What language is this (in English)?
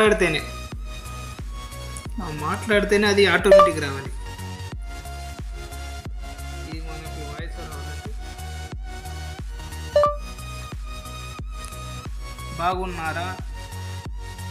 Telugu